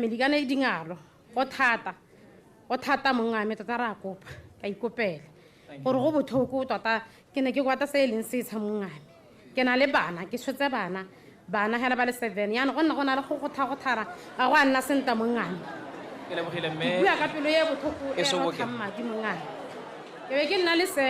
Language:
Tswana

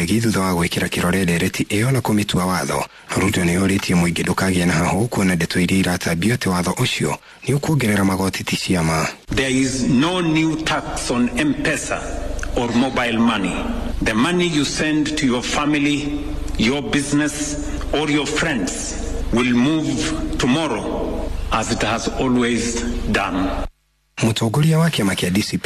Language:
Kikuyu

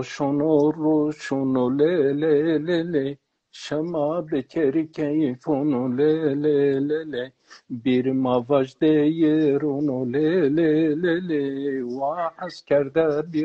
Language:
Zaza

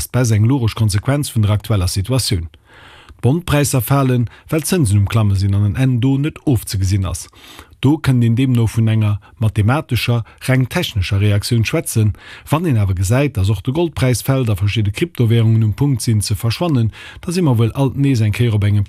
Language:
Luxembourgish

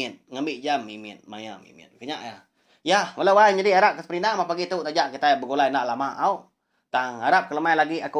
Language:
Iban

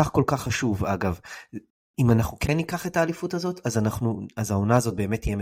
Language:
Hebrew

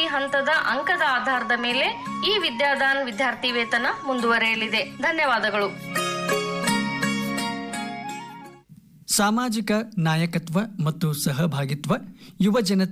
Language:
Kannada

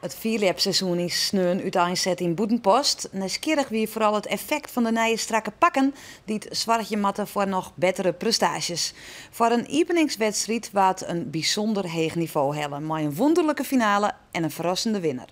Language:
Western Frisian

